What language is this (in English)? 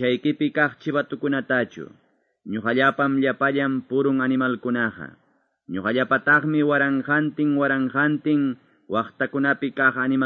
Quechua